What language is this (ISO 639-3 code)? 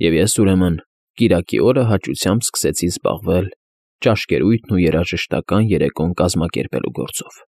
hye